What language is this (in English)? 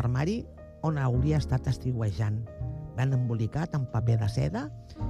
Catalan